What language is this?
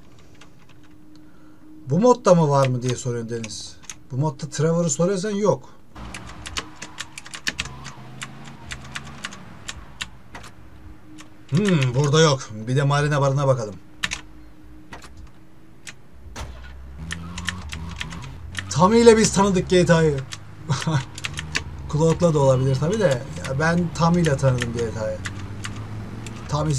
Turkish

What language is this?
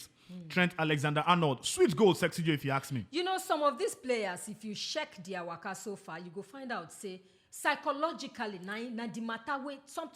Nigerian Pidgin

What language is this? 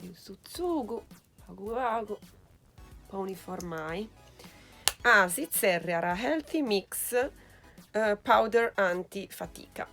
Sardinian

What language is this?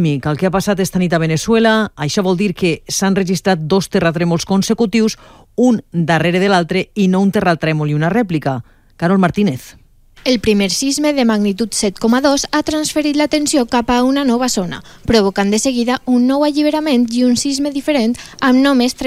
Catalan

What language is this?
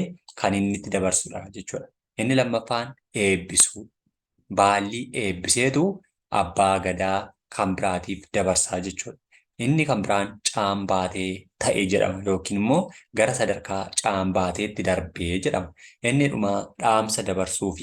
Oromo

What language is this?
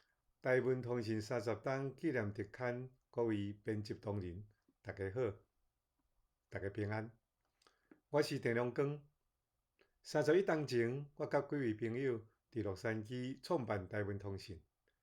Min Nan Chinese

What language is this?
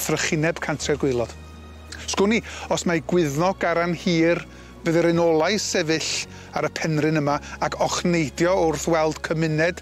Welsh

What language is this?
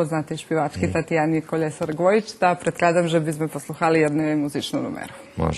Rusyn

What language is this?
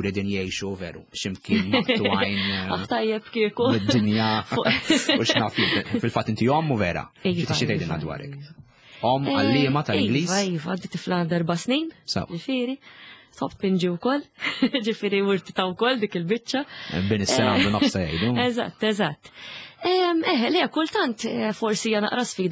Maltese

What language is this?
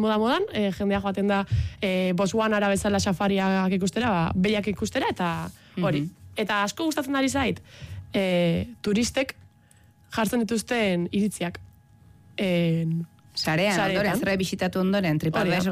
Basque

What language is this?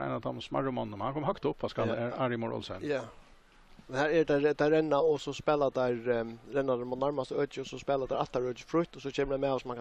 Faroese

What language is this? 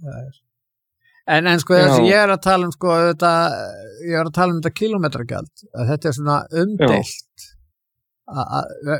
Icelandic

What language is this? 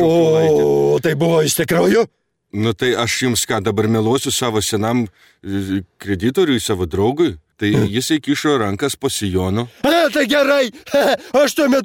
Lithuanian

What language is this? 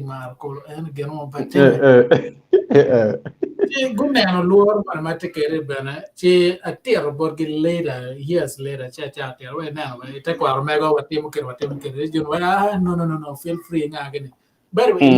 Acoli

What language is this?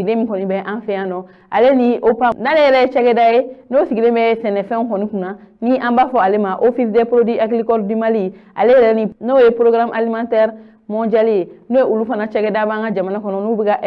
Bambara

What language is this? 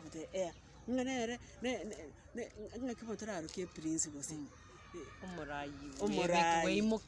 Gusii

